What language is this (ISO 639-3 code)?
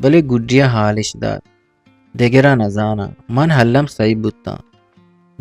bgp